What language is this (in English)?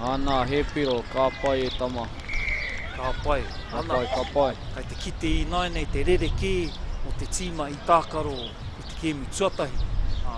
Māori